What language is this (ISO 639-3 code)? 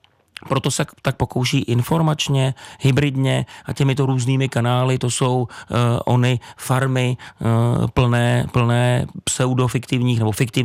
ces